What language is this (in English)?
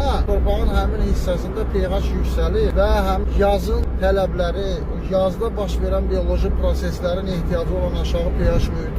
Azerbaijani